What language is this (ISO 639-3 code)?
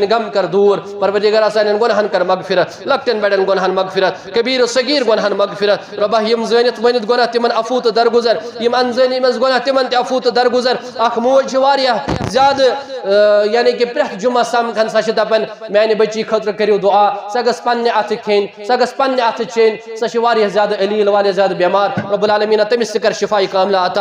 kas